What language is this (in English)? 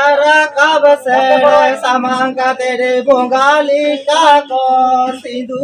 Santali